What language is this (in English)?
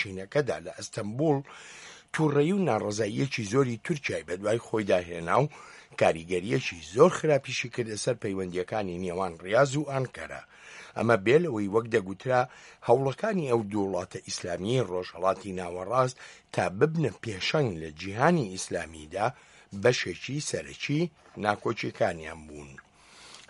Central Kurdish